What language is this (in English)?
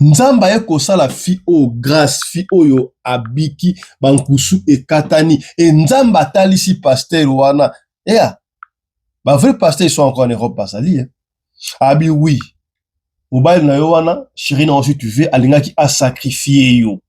Lingala